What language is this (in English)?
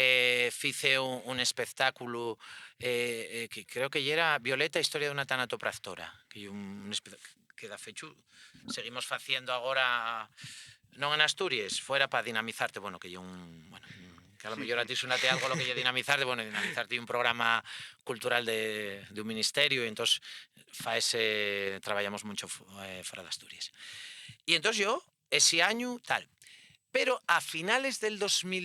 Asturian